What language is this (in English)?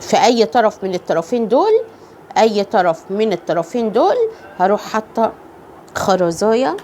Egyptian Arabic